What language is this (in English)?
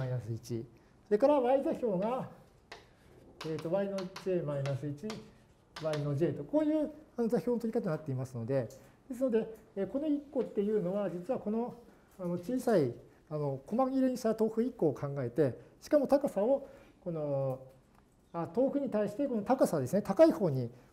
Japanese